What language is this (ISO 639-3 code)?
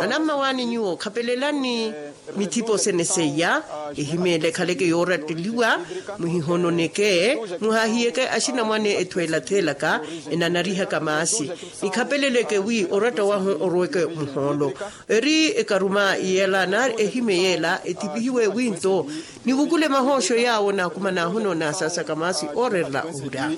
vmw